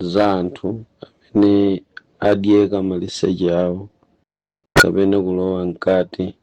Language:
Nyanja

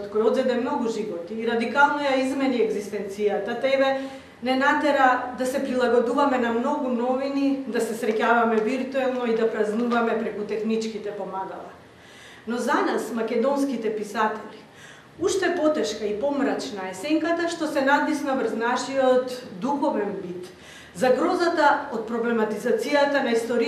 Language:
Macedonian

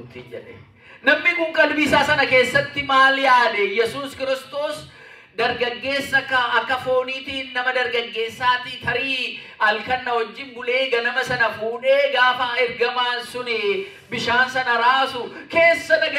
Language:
Oromo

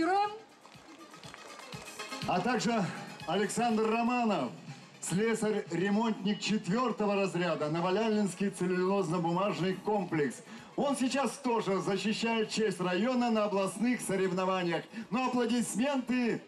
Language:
Russian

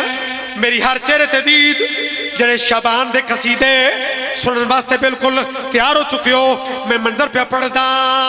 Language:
Pahari-Potwari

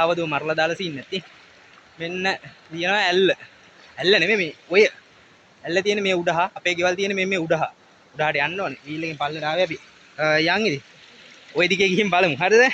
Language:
Sinhala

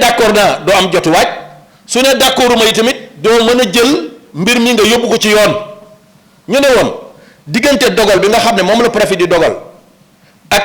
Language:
Wolof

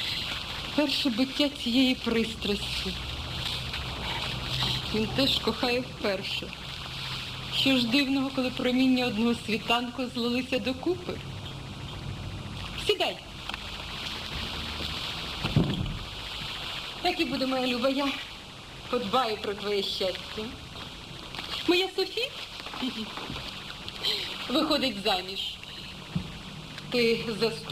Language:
Ukrainian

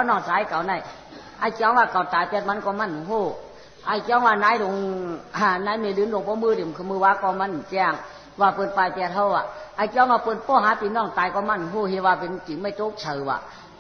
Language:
Shan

